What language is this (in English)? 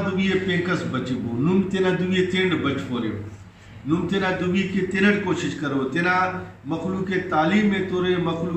Brahui